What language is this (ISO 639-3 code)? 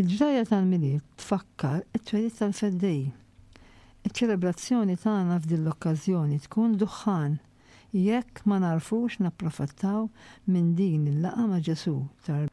mlt